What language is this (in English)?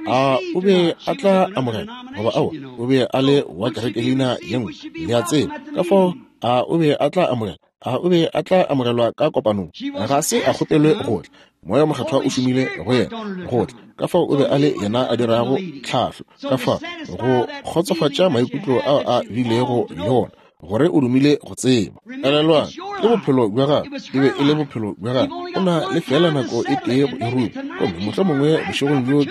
Northern Sotho